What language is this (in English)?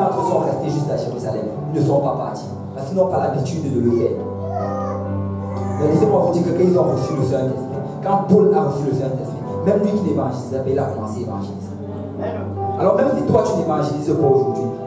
French